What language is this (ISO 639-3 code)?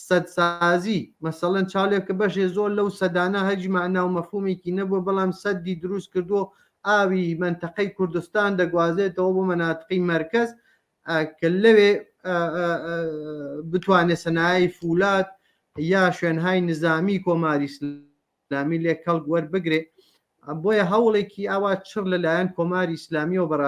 ckb